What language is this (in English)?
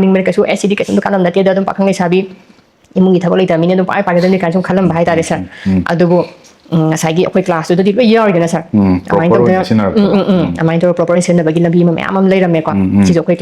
Manipuri